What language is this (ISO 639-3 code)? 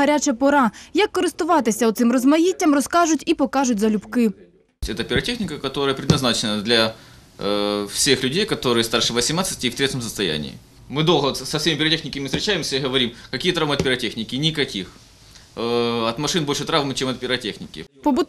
ukr